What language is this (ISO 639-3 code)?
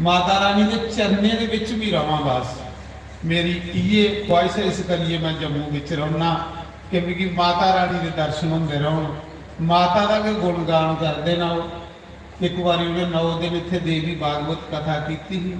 doi